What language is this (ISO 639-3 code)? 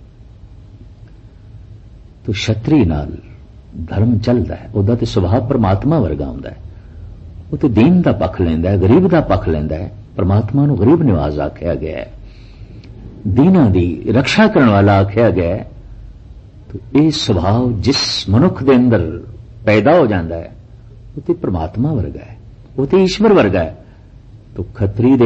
pan